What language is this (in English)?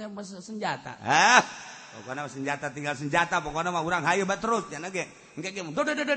Sundanese